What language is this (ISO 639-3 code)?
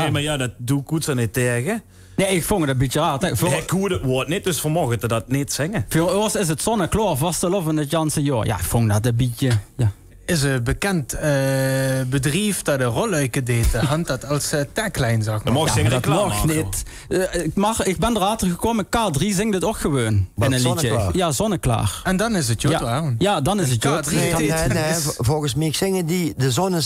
lim